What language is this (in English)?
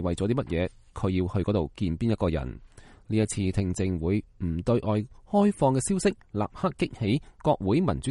Cantonese